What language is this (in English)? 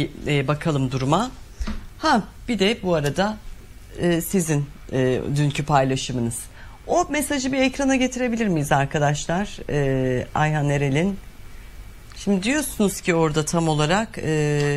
Turkish